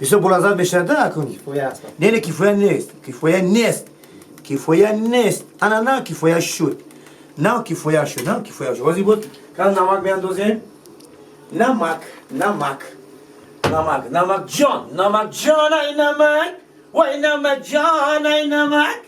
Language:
Tajik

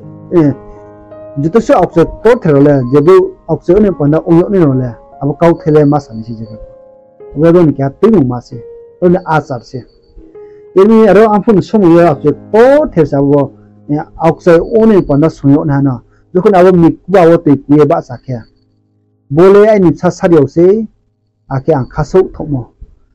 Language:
Riang (India)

